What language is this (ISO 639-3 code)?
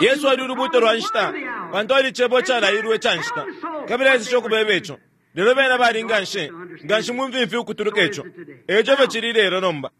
bem